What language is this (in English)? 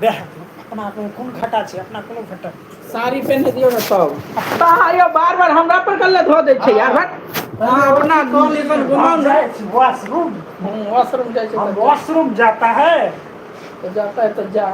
Maithili